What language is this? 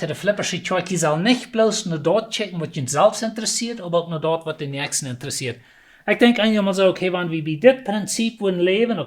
Plautdietsch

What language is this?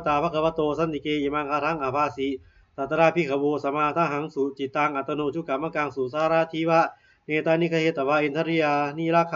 Pali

